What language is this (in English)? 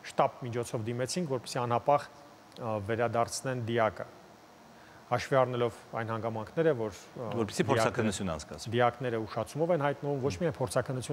Armenian